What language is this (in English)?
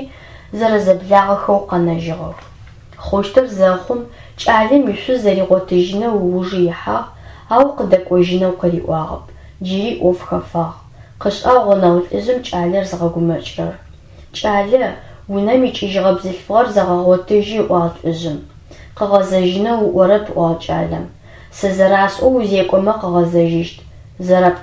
Adyghe